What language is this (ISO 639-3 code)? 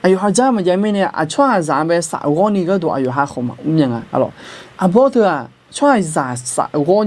ahk